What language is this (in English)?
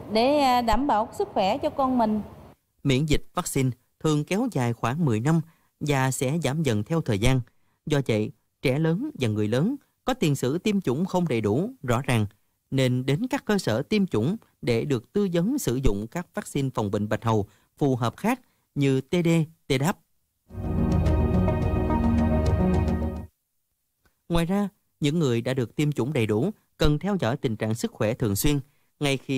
Vietnamese